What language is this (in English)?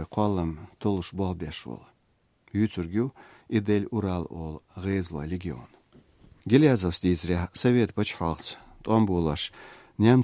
Chechen